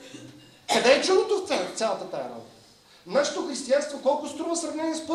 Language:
Bulgarian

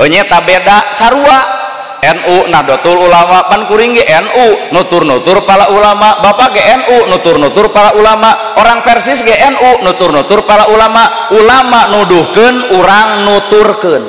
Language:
Sundanese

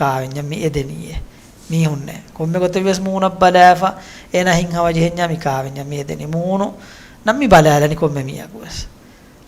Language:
Divehi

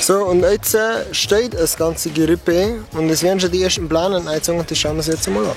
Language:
Bavarian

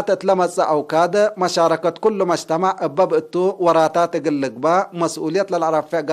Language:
Tigre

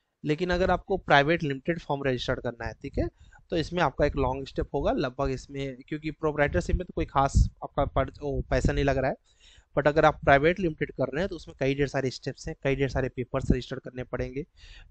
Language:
Hindi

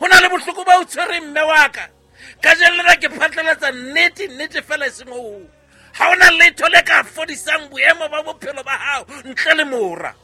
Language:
Southern Sotho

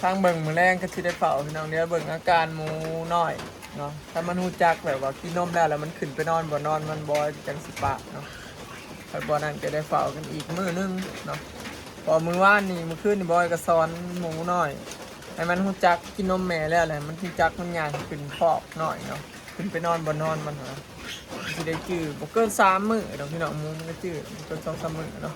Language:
Northeastern Thai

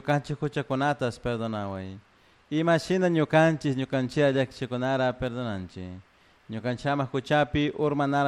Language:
Chimborazo Highland Quichua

